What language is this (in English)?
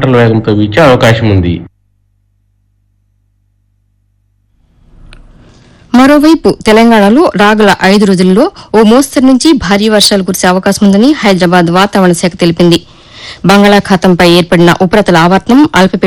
Telugu